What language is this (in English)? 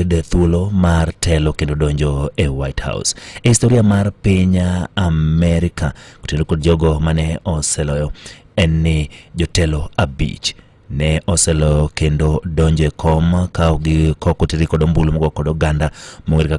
Luo (Kenya and Tanzania)